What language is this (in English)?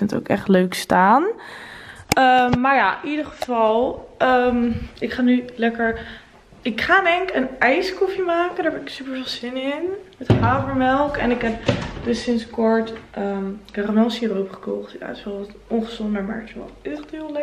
Dutch